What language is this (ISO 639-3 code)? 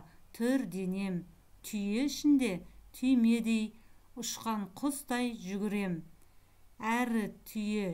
kaz